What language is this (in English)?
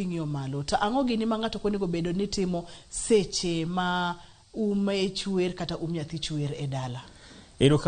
Luo (Kenya and Tanzania)